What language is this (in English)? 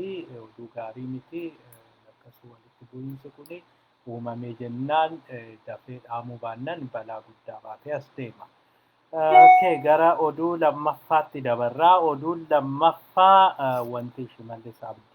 Oromo